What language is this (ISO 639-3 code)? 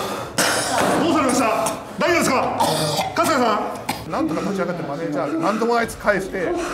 jpn